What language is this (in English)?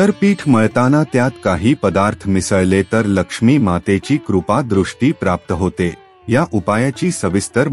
Marathi